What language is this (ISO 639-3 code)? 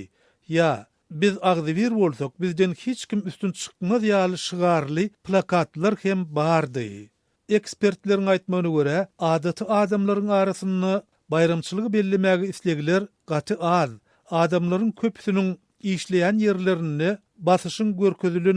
tuk